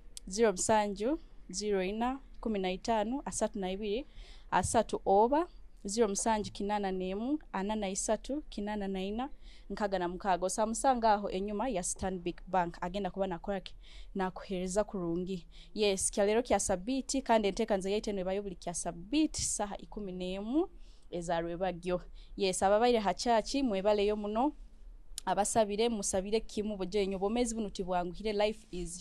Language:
Nyoro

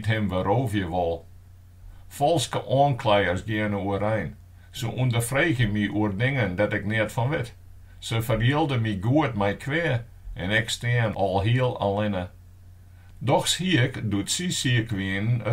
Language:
Western Frisian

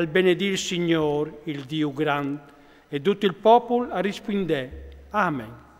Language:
Friulian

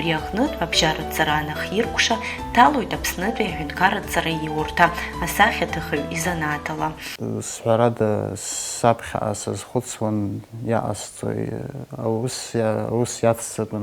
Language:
Abkhazian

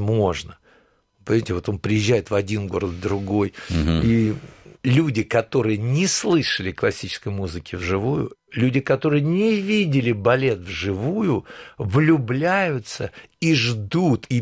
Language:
Russian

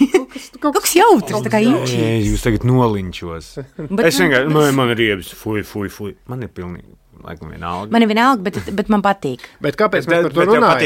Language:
Latvian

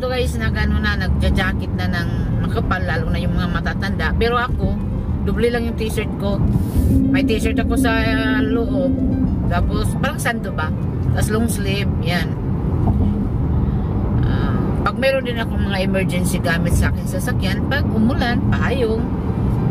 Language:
Filipino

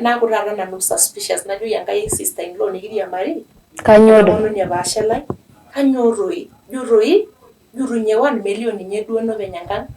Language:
Masai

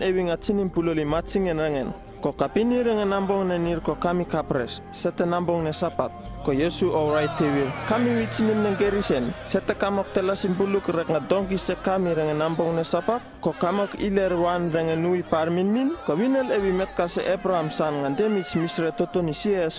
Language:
Uripiv-Wala-Rano-Atchin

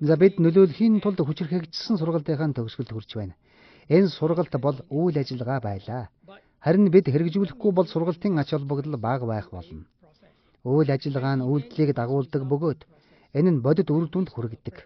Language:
Mongolian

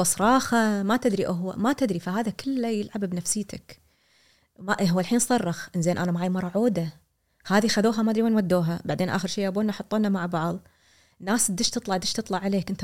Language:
Gulf Arabic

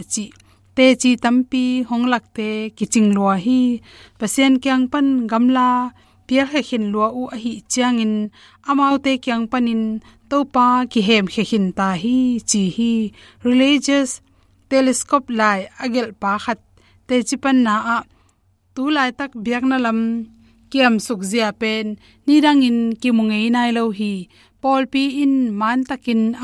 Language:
Tedim Chin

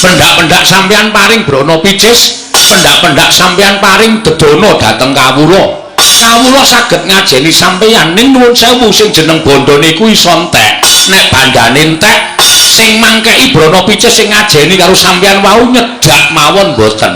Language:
Javanese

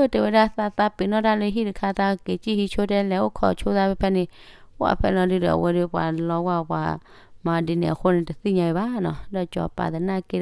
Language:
S'gaw Karen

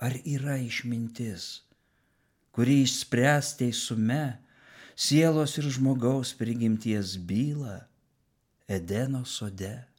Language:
Lithuanian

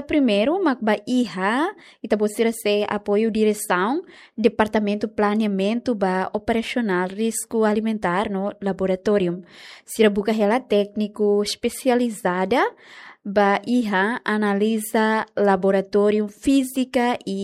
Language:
Tetum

